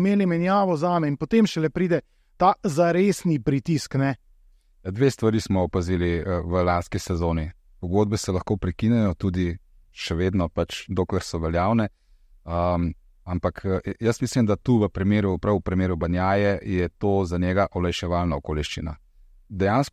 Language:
Slovenian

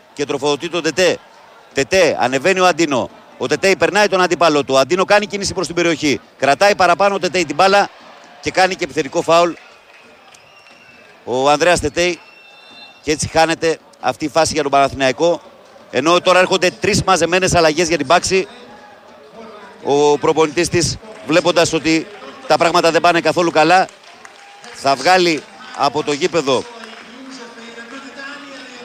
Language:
Greek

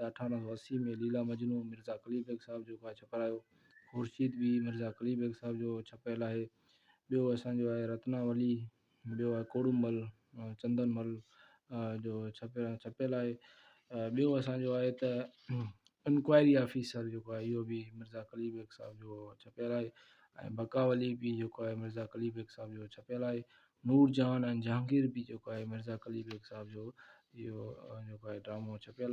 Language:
Sindhi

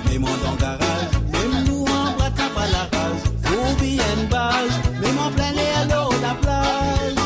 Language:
Morisyen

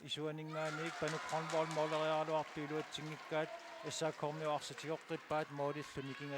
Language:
Kalaallisut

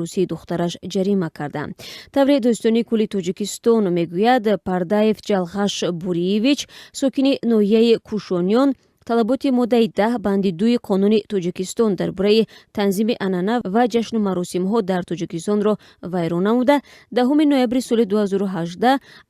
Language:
Tajik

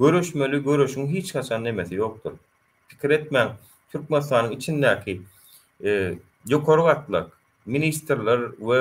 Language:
Turkmen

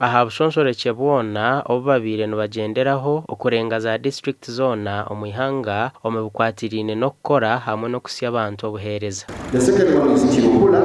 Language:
Nyankole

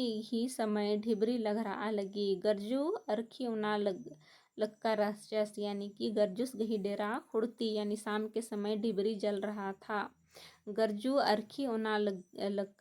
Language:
Kurukh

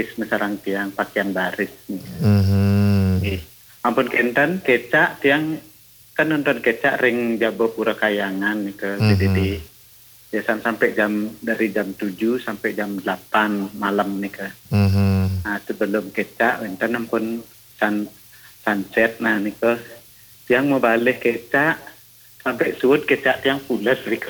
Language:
Balinese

